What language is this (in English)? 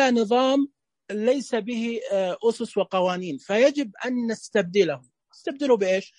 Najdi Arabic